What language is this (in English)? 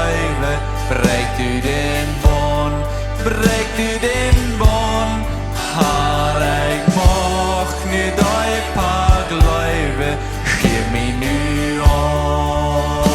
Plautdietsch